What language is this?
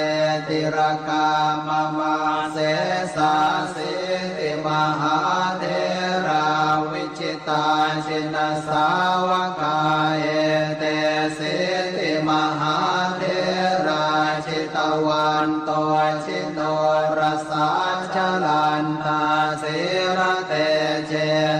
Pali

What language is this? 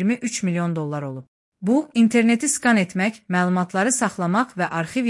Azerbaijani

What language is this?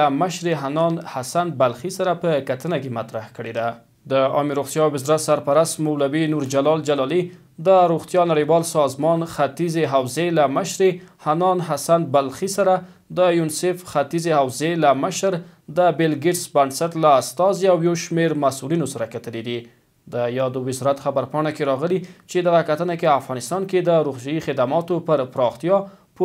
Pashto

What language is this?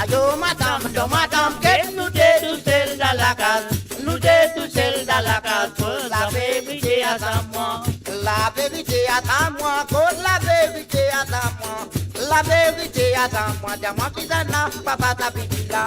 Morisyen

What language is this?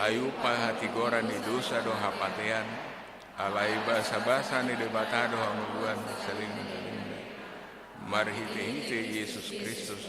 Batak Toba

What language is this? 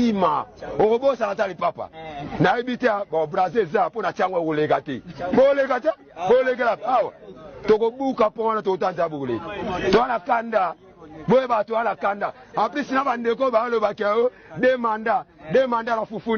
Lingala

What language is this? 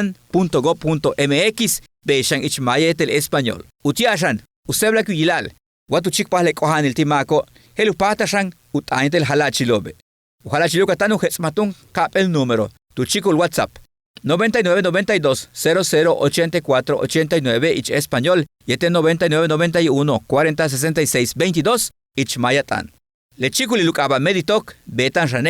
Yucateco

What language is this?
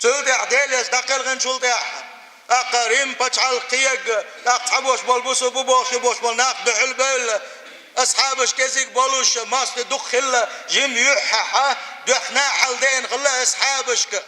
Chechen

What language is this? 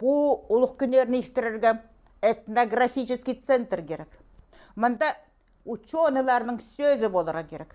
Khakas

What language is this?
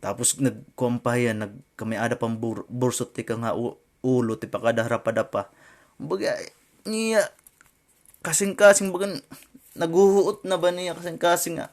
Waray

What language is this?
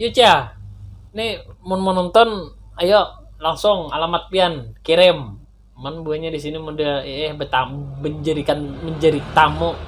Banjar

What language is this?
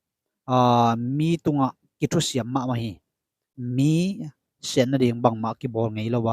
Tedim Chin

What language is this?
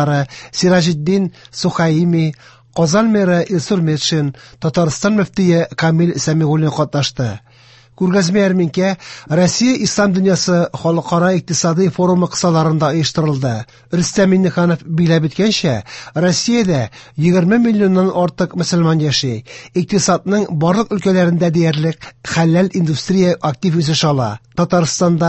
Tatar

